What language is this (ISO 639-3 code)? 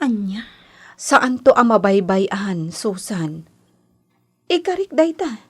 ilo